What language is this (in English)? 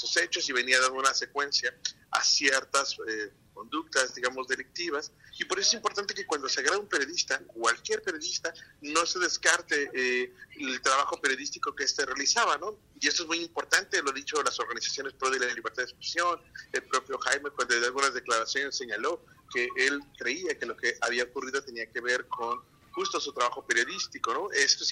Spanish